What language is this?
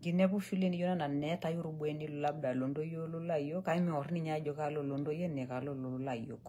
Masai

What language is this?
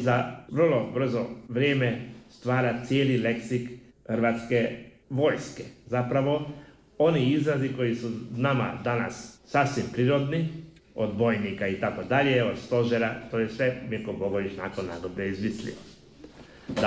Croatian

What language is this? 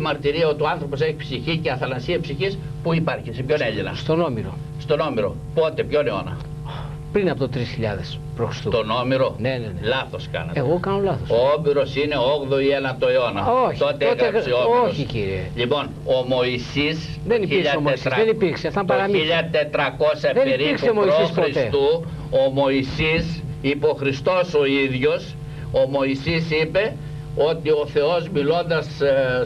Greek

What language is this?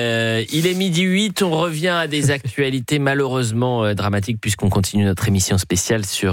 French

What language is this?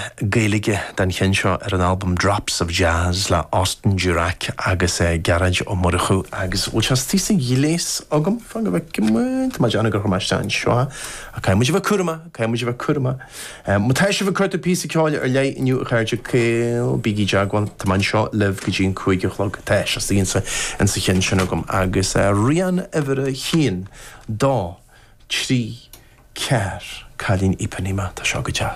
Irish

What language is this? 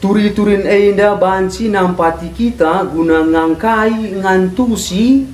Batak Karo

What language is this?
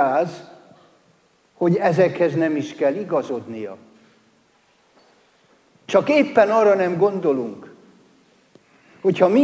Hungarian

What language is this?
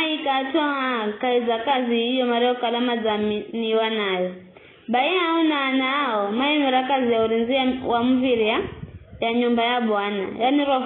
Giryama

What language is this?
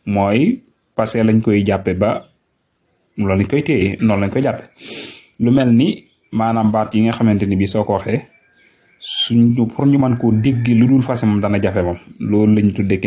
Wolof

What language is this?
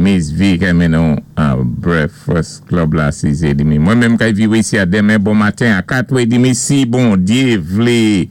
Saint Lucian Creole French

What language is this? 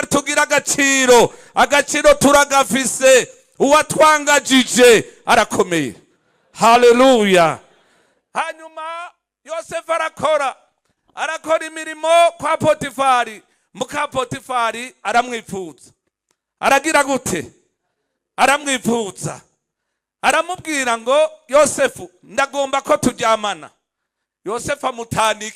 Rundi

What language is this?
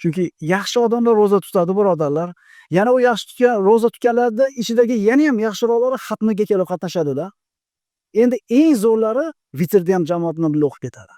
Uzbek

